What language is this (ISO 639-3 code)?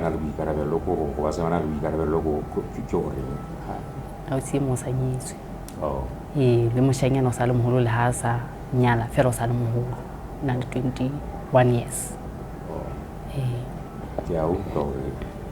sot